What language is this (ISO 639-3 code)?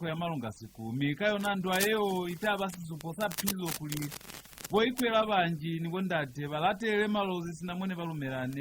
loz